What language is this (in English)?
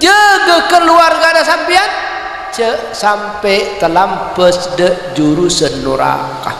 Madurese